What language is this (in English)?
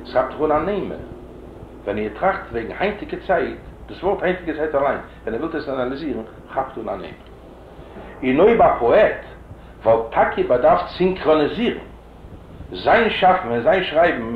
Yiddish